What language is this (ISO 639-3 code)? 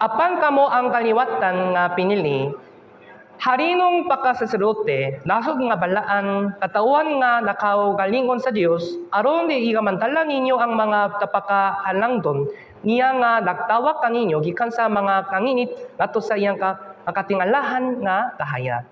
ceb